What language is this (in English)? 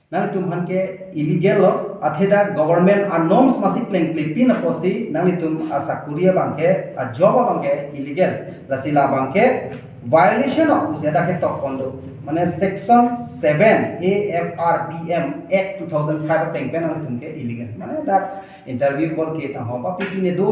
Karbi